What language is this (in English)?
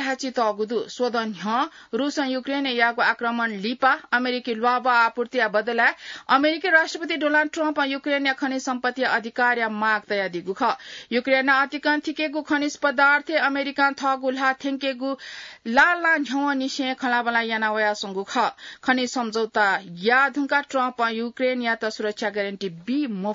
Newari